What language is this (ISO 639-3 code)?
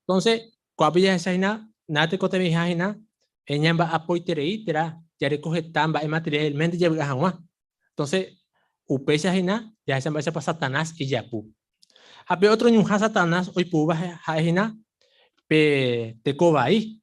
grn